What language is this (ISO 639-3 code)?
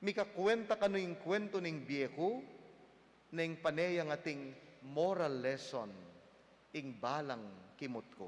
pam